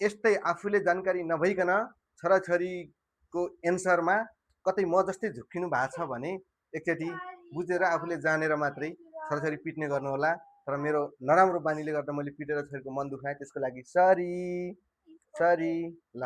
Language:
Nepali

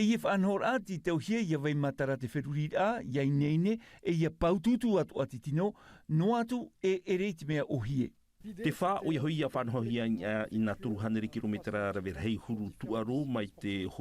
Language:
Tahitian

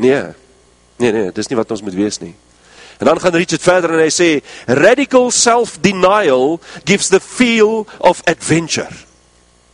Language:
Afrikaans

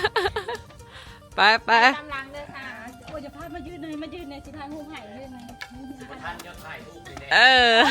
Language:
Lao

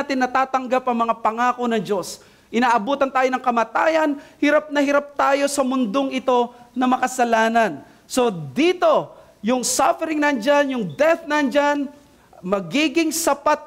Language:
Filipino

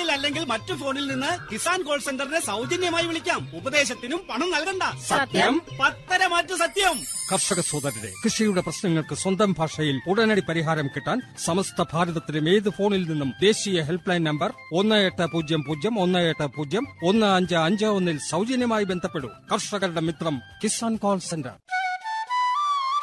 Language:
Malayalam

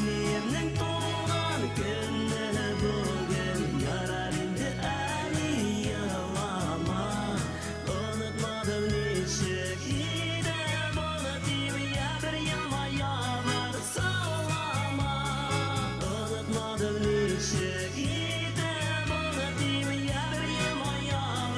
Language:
Bashkir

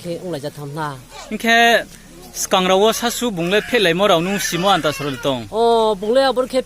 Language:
Riang (India)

